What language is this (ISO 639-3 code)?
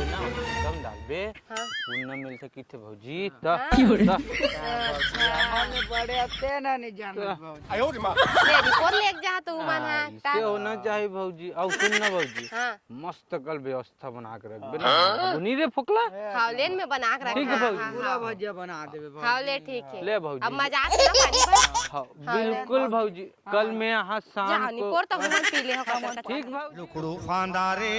hne